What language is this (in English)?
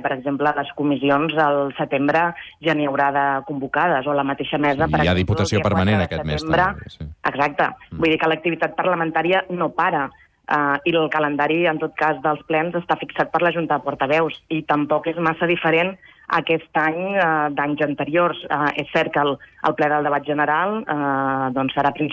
Catalan